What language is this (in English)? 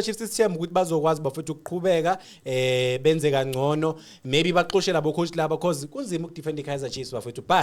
Zulu